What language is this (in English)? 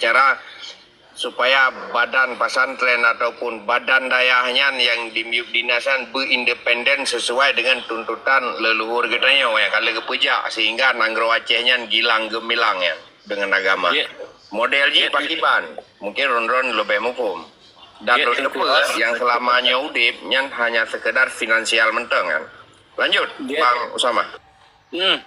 Achinese